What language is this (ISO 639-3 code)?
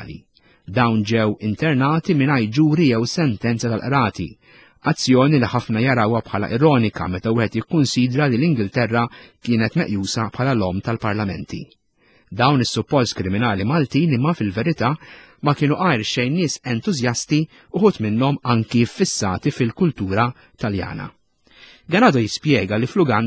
mlt